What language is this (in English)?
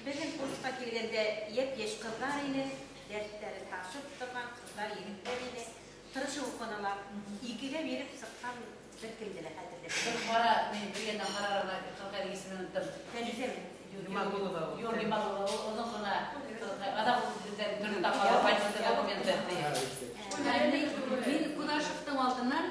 Bashkir